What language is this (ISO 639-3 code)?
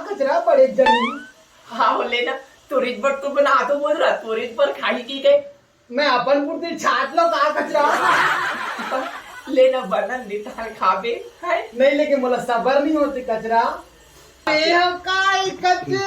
hne